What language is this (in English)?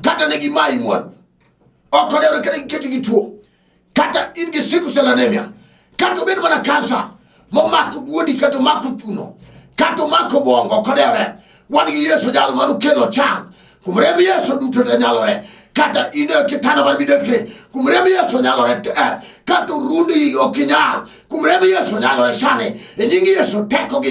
Luo (Kenya and Tanzania)